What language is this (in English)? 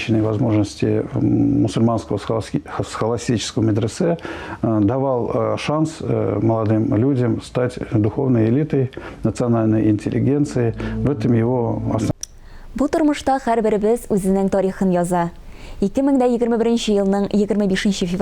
Tatar